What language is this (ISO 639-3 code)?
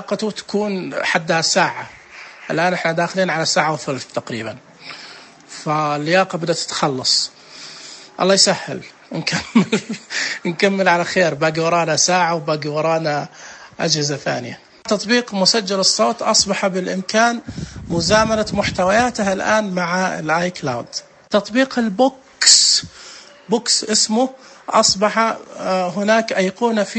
ars